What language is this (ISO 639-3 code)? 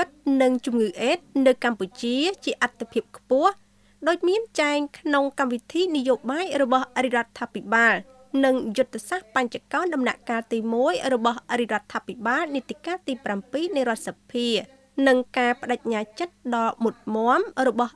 khm